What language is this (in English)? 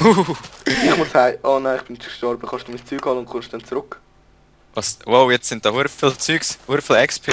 Swiss German